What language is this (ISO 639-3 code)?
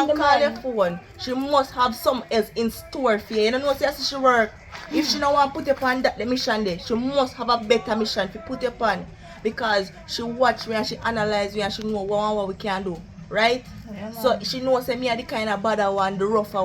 jam